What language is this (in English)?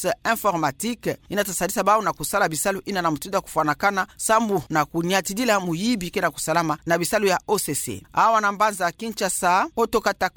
Kituba (Democratic Republic of Congo)